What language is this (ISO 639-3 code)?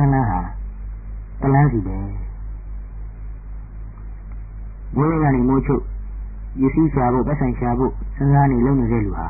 mya